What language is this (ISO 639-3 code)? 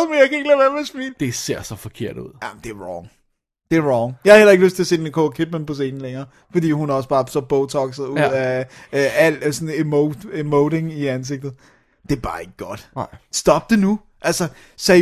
dan